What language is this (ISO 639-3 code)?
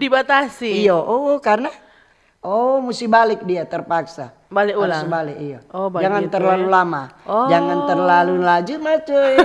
xmm